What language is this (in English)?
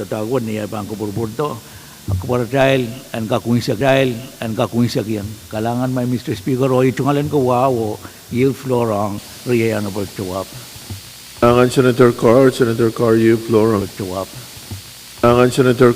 Pohnpeian